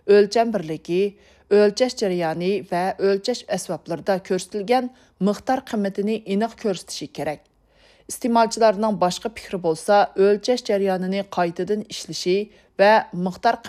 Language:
Uyghur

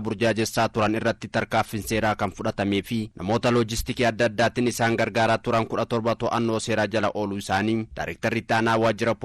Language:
Oromo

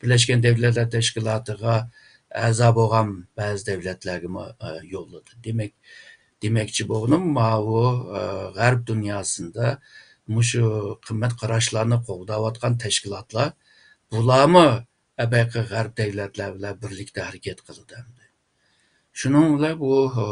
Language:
Uyghur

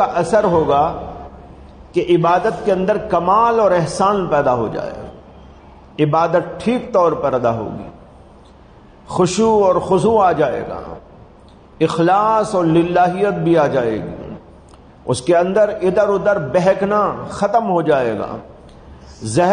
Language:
Urdu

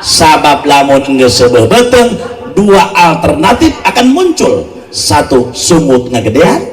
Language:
Sundanese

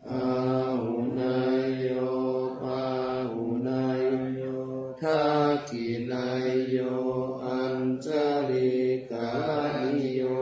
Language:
Pali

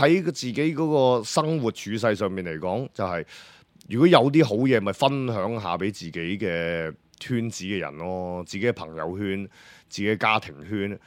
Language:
Cantonese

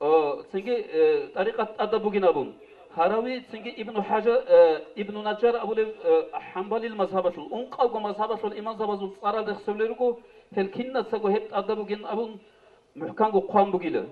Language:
Avaric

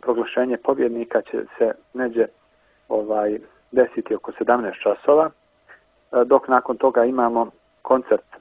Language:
Serbian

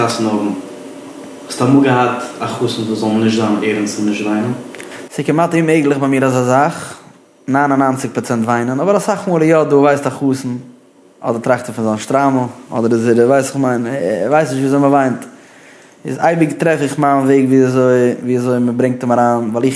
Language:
Yiddish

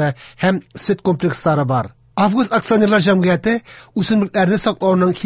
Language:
Tatar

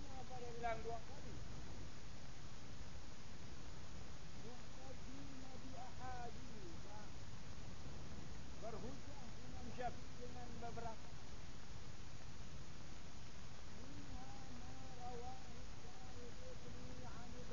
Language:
Malay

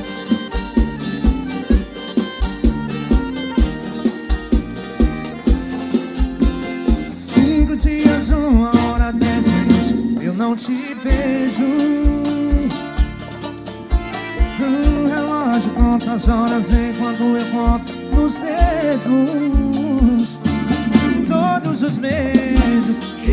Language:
Portuguese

